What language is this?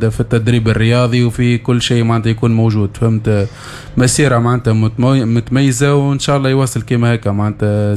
Tunisian Arabic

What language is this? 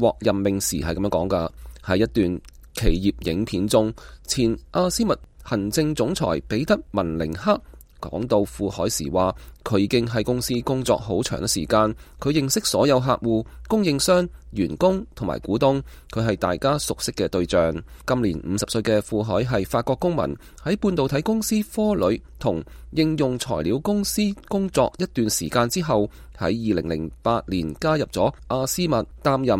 Cantonese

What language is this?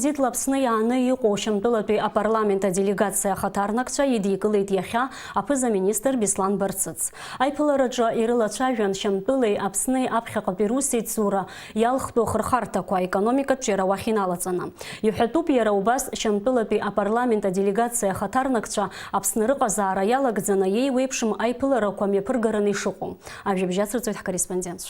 Abkhazian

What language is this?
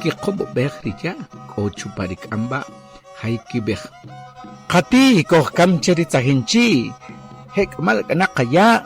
Achi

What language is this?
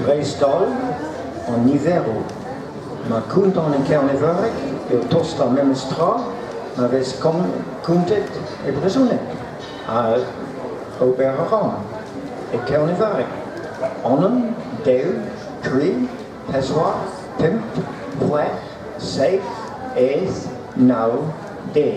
Breton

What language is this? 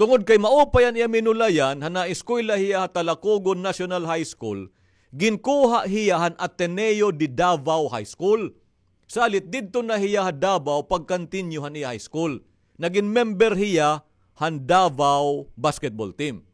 Waray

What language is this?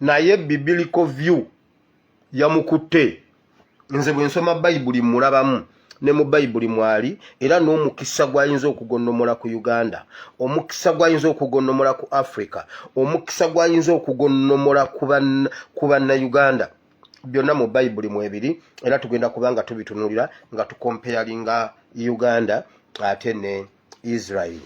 Ganda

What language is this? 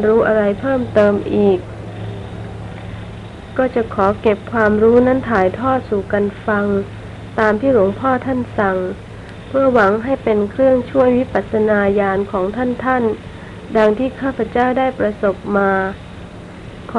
Thai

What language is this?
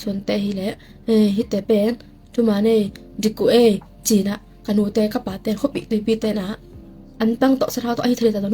Tedim Chin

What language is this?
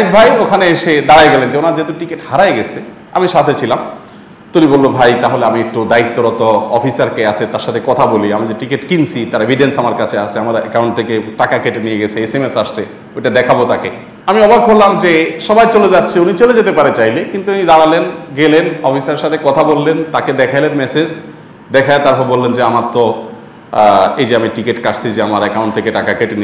Bangla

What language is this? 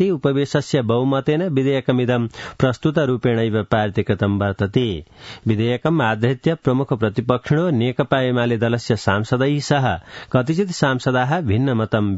Sanskrit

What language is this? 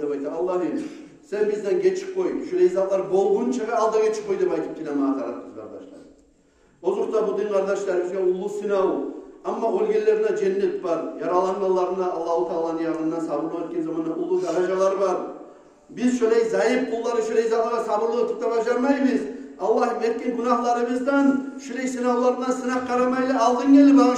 Kumyk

